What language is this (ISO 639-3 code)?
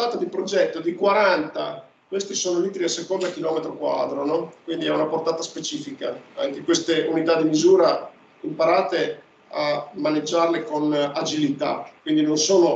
ita